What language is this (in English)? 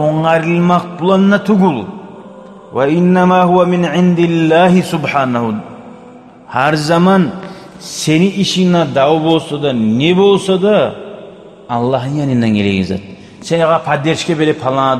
Kumyk